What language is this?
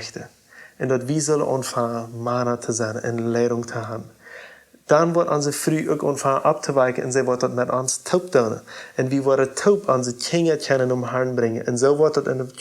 Plautdietsch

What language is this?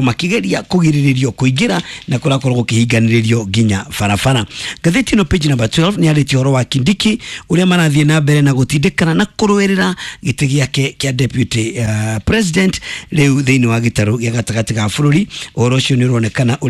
Kikuyu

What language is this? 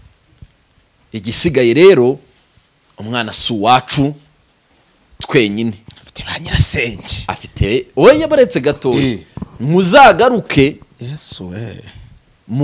Kinyarwanda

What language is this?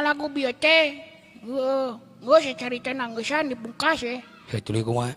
Sundanese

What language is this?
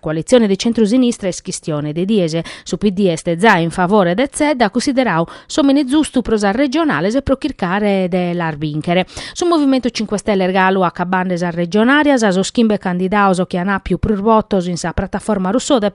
Sardinian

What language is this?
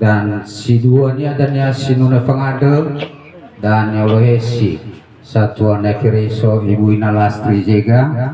Nias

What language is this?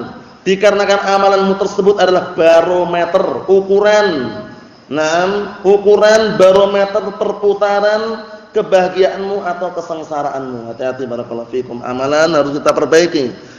Indonesian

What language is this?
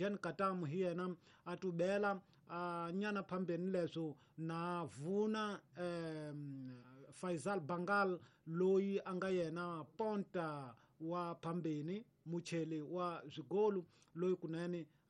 Tsonga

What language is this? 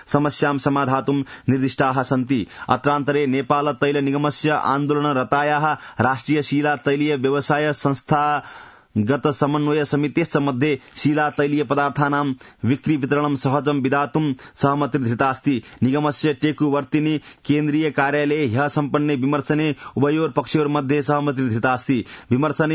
Sanskrit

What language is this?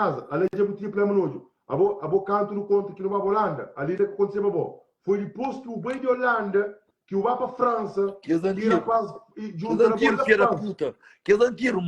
Kabuverdianu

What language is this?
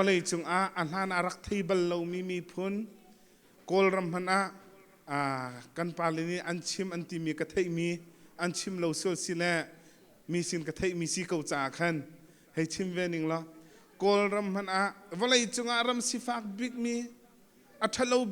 Hakha Chin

